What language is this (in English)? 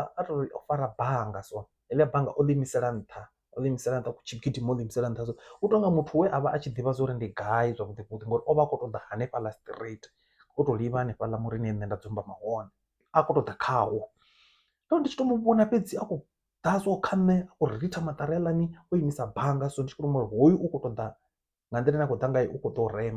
Venda